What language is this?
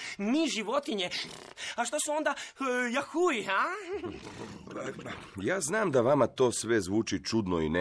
Croatian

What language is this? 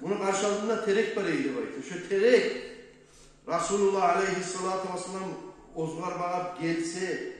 Kumyk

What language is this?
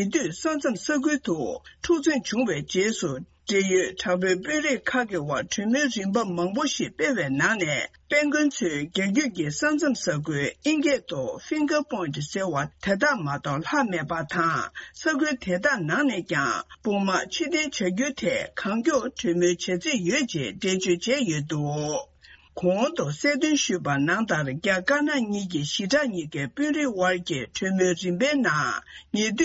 Tibetan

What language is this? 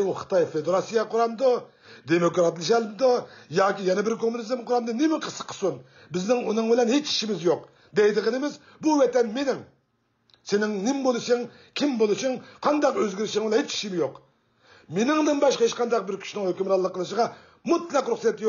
Uyghur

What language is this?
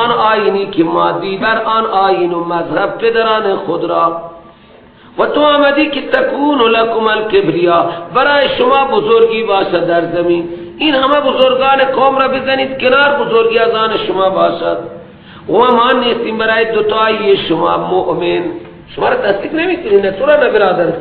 Persian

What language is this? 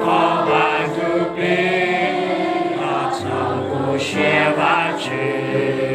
Hmong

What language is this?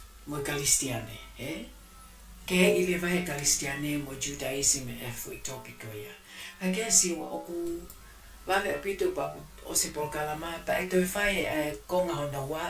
Tongan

